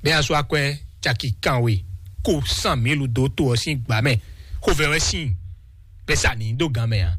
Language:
Fon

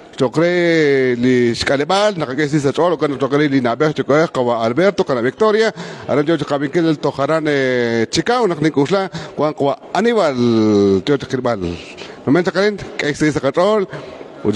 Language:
Kekchí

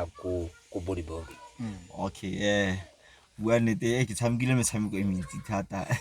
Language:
Tswana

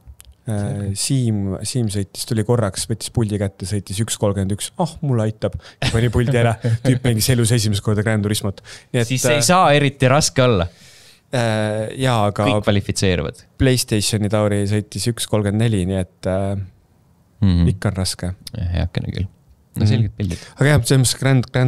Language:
Estonian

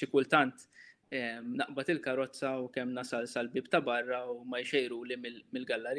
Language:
Maltese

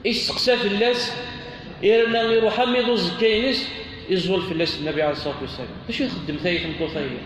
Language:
Kabyle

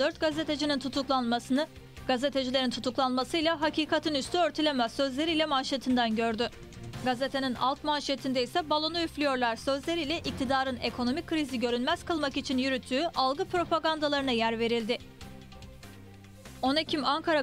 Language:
Turkish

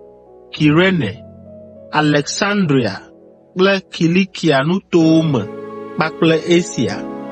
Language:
Ewe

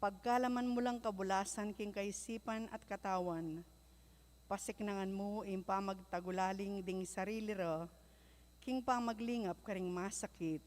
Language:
Pampanga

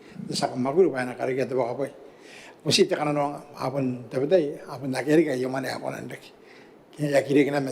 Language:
Gilbertese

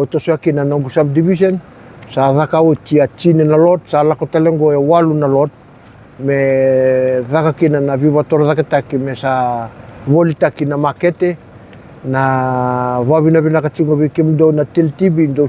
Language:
Fijian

